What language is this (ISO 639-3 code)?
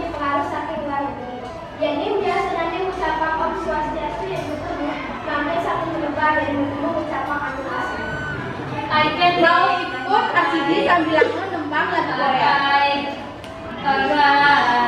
ban